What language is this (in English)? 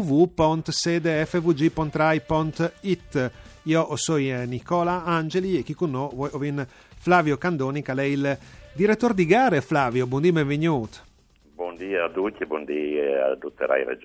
Friulian